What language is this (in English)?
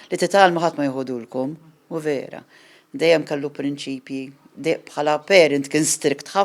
Maltese